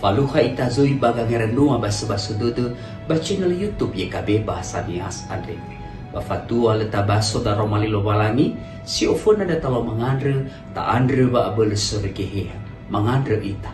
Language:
Nias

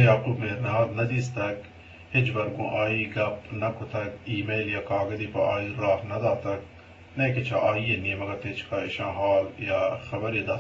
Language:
Eastern Balochi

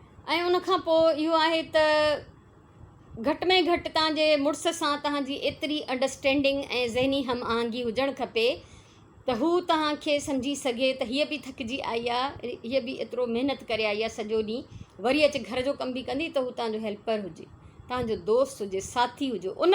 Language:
Sindhi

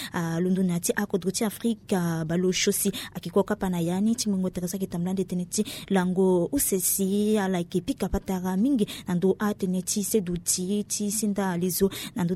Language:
Sango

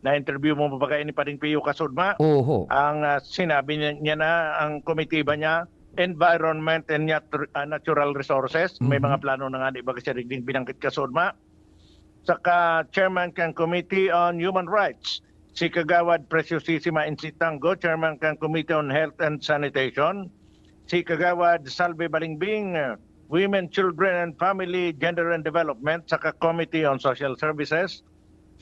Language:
Bikol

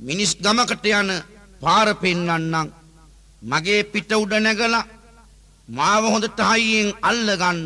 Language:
Sinhala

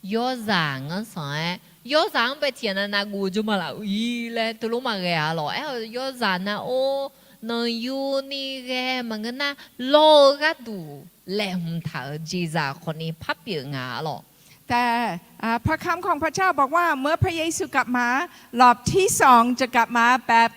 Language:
Akha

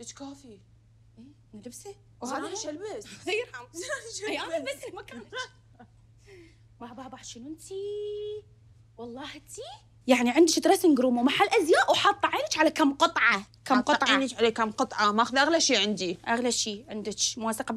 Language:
Mesopotamian Arabic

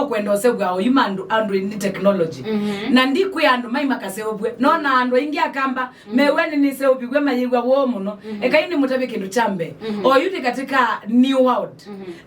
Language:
Kamba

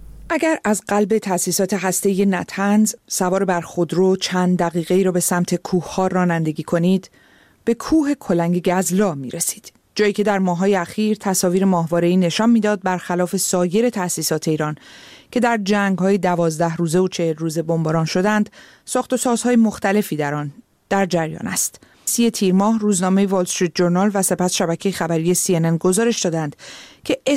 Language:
Persian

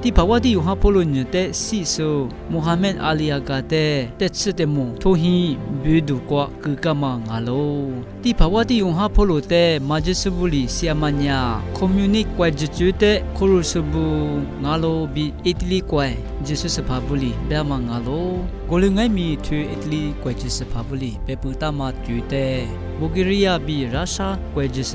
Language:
Lisu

